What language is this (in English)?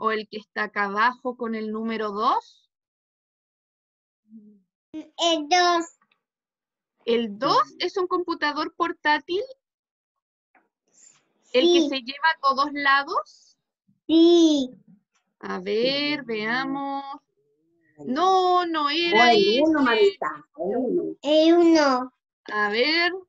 Spanish